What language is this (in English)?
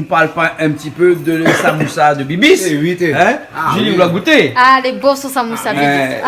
Réunion Creole French